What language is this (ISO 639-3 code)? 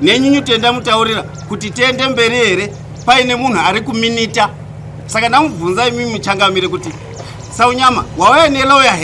sna